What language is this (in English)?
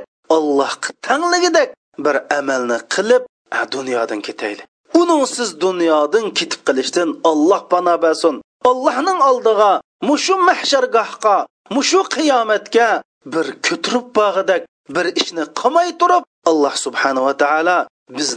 Uyghur